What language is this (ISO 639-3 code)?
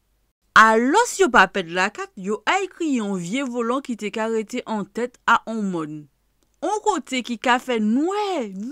gcf